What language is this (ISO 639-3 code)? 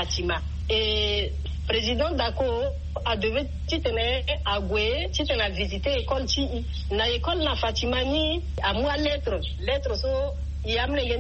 sag